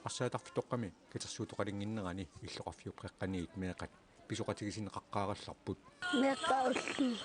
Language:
Kalaallisut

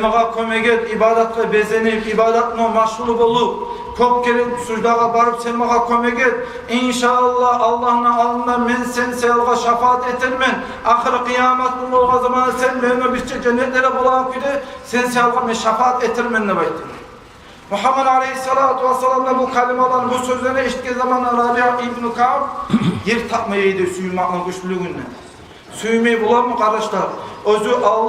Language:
Kumyk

